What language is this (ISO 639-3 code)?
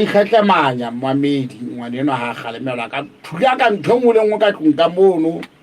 sot